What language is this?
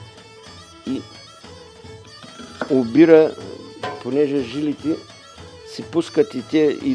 Bulgarian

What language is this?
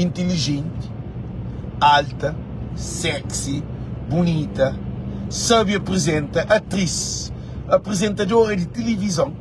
Kabuverdianu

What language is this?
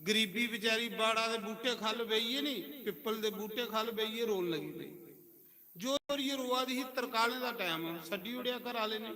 Dogri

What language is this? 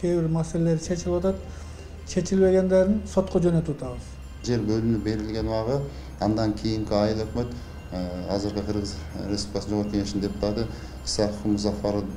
Kyrgyz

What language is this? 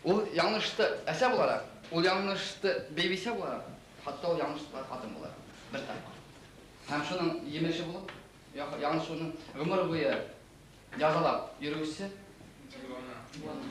Bashkir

